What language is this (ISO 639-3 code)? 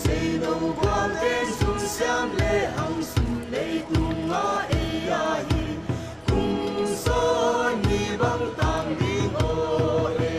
pck